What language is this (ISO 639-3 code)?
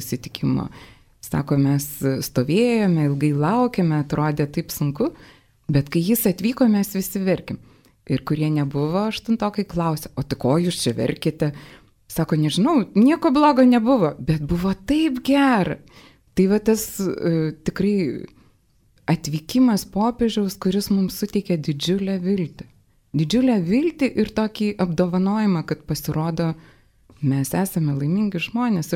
lit